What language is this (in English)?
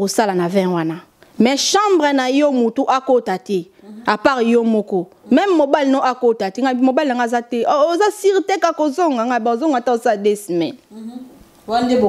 Lingala